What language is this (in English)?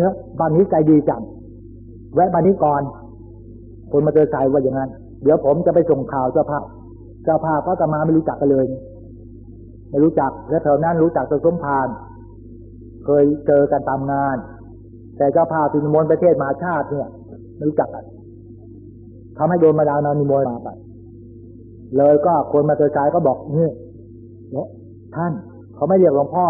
Thai